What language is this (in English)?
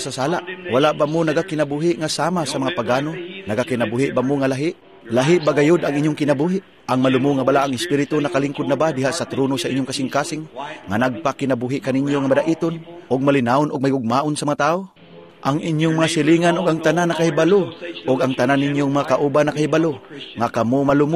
Cebuano